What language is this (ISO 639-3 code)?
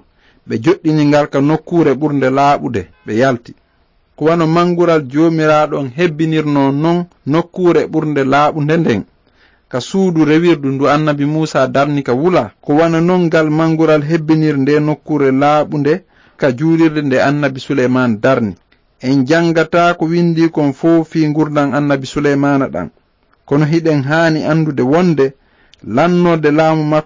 ful